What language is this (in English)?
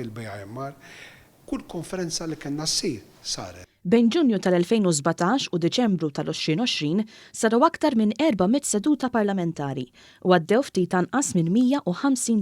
Maltese